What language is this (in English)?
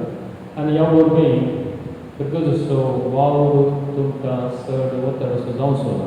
Konkani